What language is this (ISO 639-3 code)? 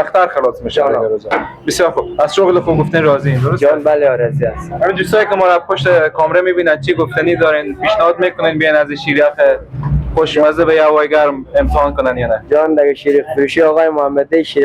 fas